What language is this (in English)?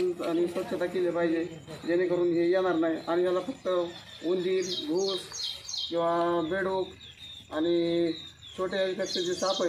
Marathi